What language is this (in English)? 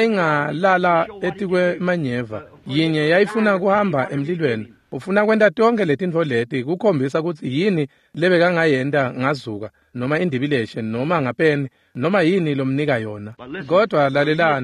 Swati